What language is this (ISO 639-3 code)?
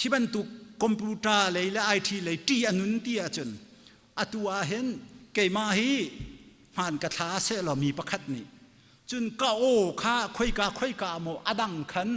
cnh